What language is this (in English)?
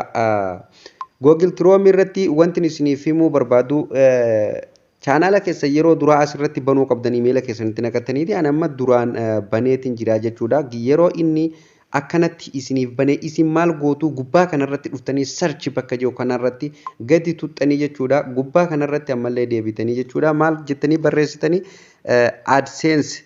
Oromo